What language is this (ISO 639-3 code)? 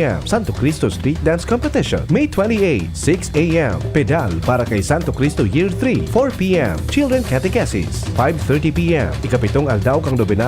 bik